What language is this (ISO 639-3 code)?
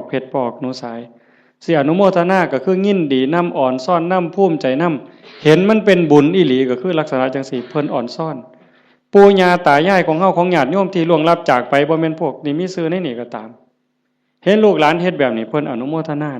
tts